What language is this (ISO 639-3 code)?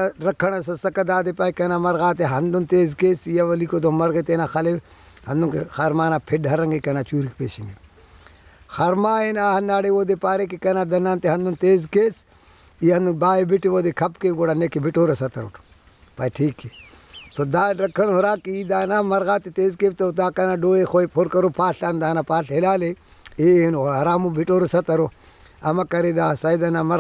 brh